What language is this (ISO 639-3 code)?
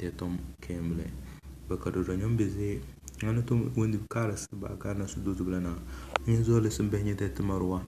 kdh